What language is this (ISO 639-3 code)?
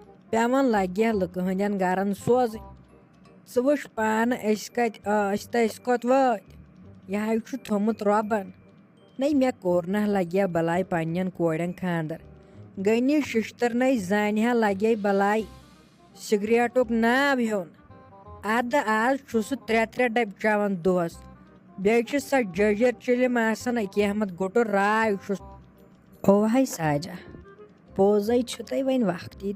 kas